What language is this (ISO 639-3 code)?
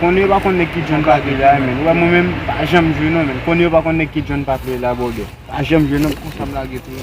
hat